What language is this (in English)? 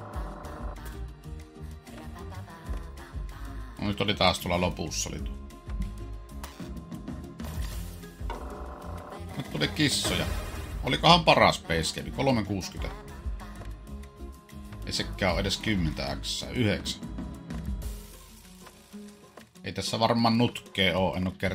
Finnish